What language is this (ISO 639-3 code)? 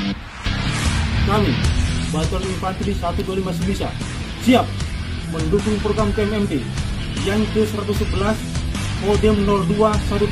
ind